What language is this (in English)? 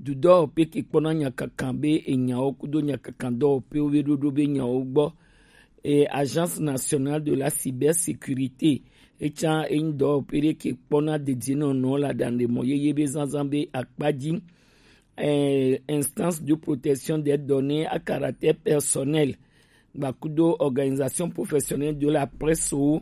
Gen